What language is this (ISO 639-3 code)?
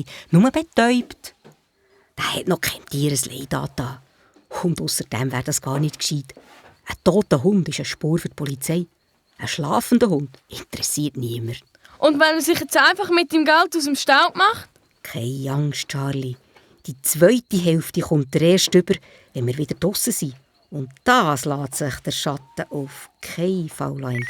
gsw